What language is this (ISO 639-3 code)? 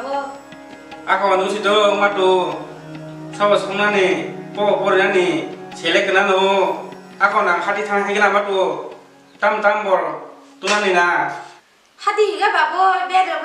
trp